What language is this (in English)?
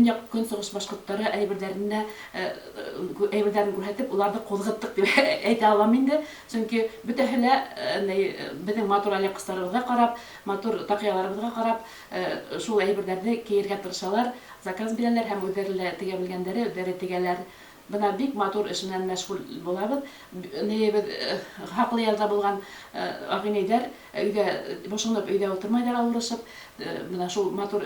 Bashkir